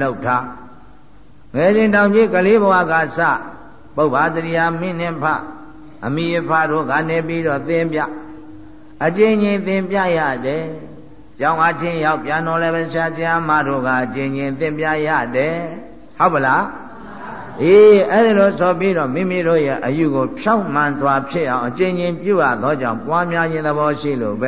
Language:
Burmese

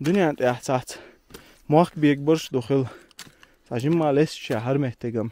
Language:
Chechen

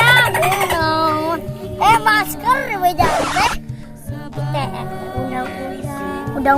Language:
Sundanese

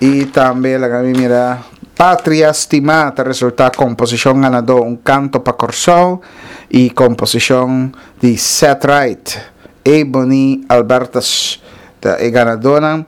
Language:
Papiamento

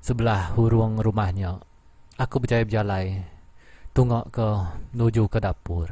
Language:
Iban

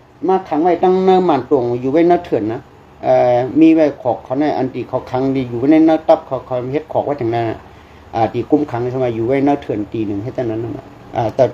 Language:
Shan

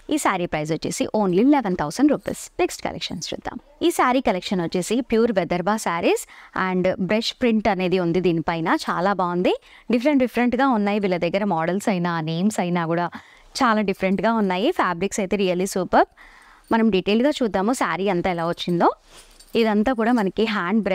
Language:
Telugu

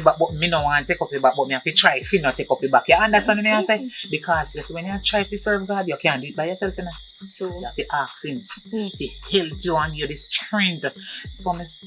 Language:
Jamaican Creole English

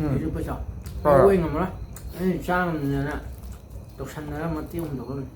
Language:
Manipuri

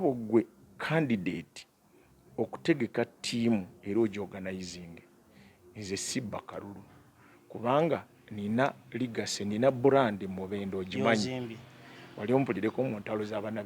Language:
Ganda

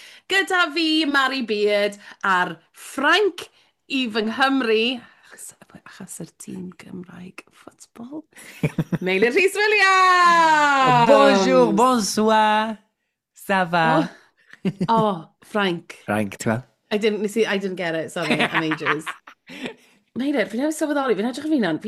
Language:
Welsh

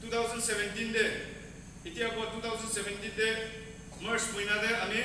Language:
Naga Pidgin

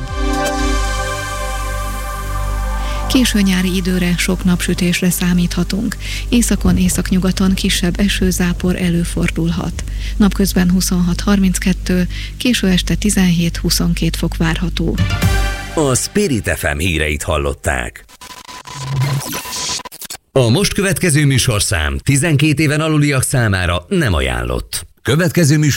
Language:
Hungarian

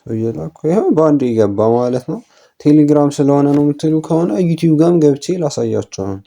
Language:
Amharic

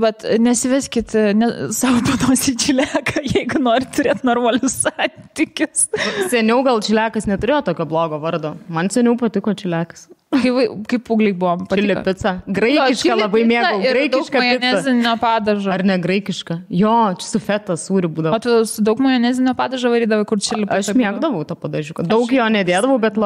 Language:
Lithuanian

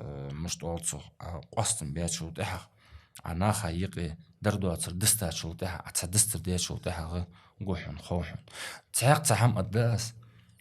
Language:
Ingush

